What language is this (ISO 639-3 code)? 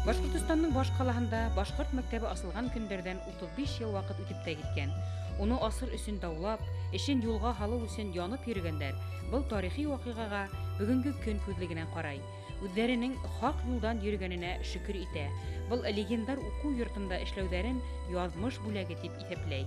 bak